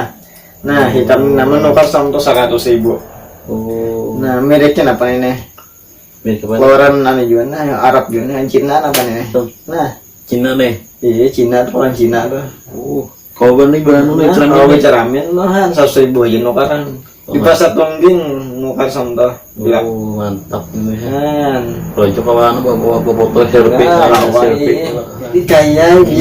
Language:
Banjar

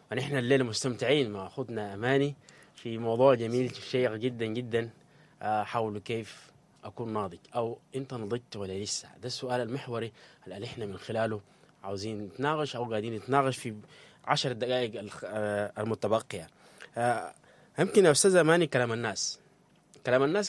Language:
Sudanese Arabic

